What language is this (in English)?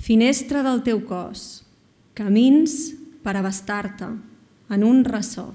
Catalan